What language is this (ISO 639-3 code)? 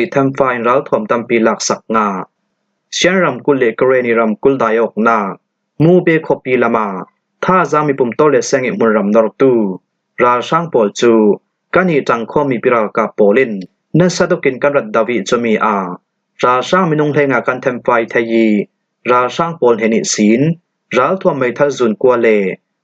cfm